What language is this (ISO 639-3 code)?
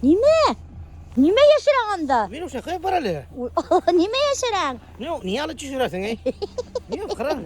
bak